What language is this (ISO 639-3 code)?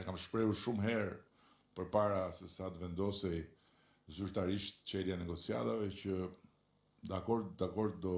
sqi